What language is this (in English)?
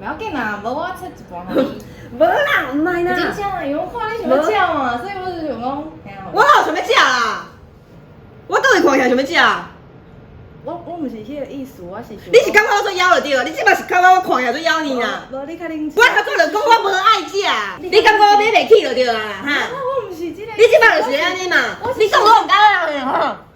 Min Nan Chinese